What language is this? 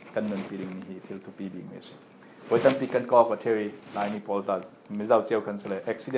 Falam Chin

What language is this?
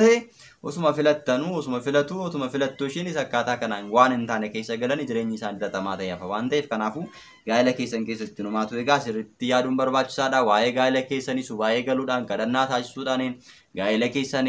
Oromo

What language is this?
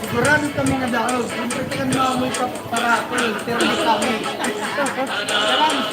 Waray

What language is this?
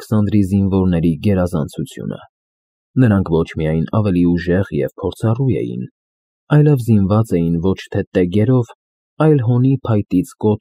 Armenian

